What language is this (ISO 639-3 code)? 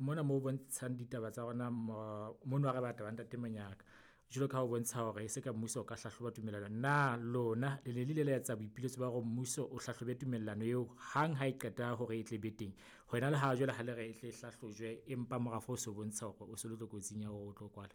sot